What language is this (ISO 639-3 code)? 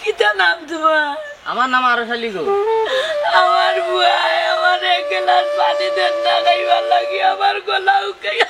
syl